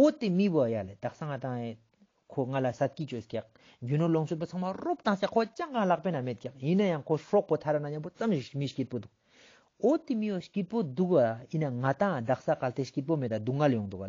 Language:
Ladakhi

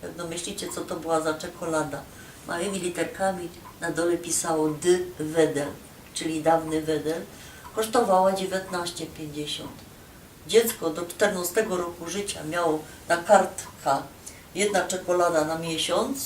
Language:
Silesian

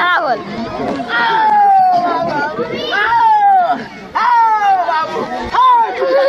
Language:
Maithili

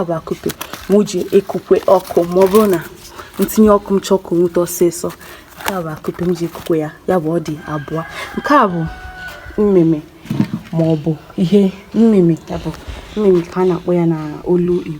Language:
Igbo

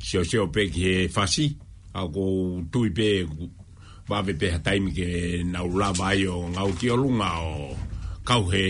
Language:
Tongan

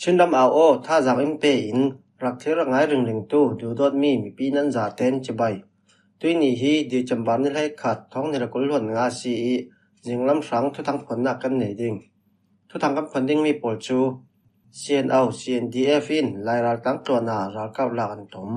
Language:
Falam Chin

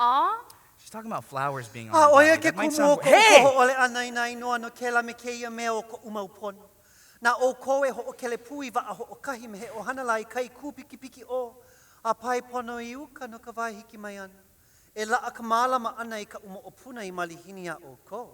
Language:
Hawaiian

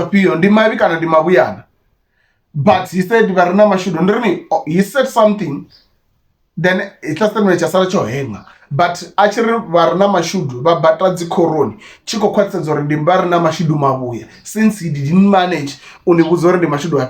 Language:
Venda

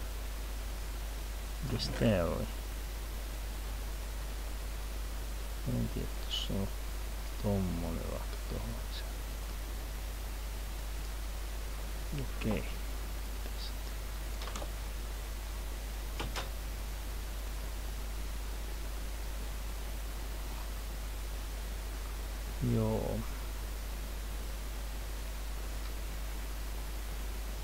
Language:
Finnish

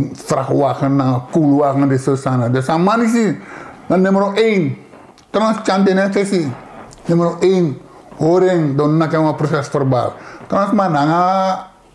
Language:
Sranan Tongo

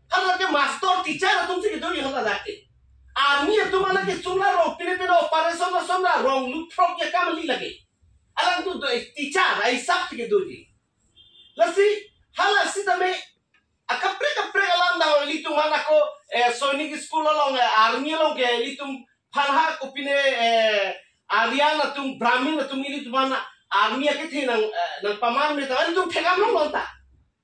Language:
Karbi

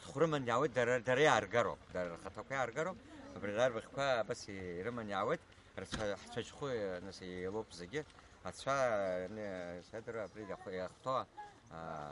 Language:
Abkhazian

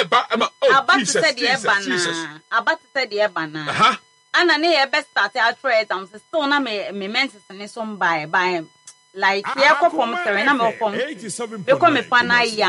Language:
Akan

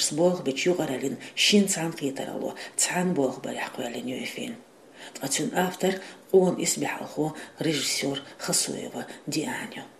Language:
Chechen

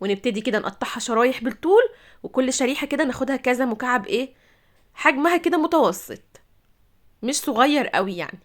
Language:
Egyptian Arabic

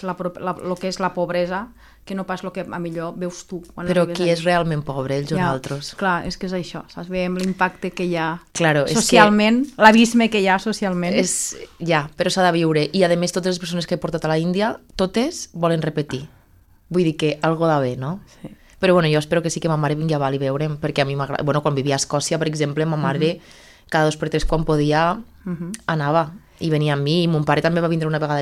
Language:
Catalan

